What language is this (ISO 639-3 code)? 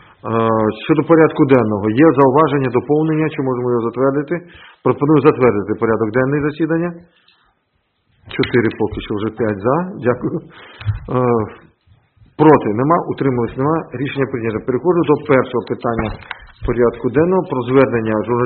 ukr